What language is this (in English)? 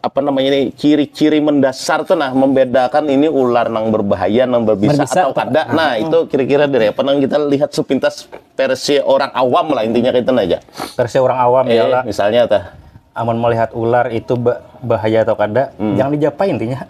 Banjar